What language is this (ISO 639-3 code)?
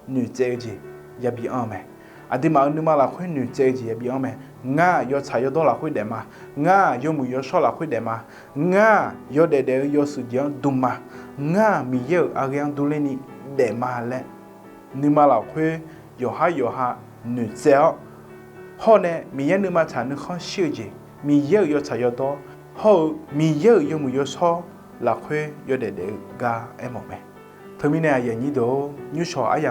ahk